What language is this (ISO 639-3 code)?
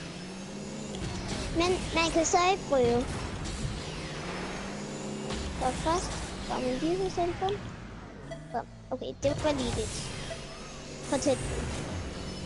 dan